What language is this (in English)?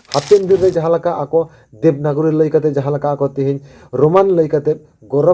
Santali